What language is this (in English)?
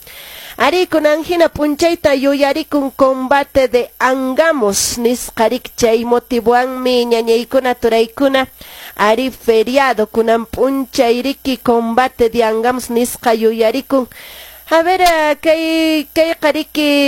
Quechua